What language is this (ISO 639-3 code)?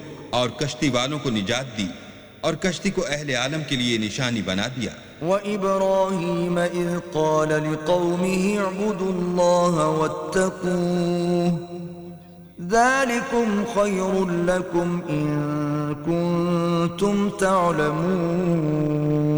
urd